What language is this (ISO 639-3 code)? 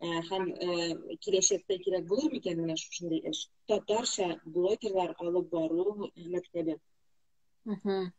tat